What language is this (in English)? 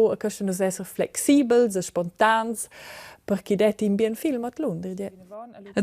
Romansh